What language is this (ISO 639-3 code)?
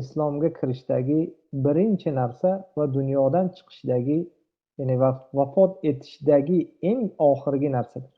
uzb